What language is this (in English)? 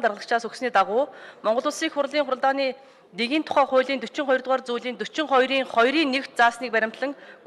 Mongolian